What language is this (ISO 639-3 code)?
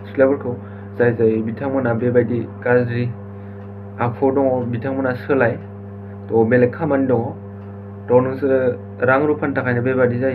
brx